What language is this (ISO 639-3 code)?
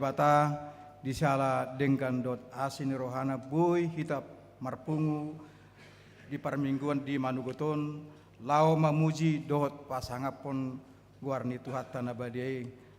bbc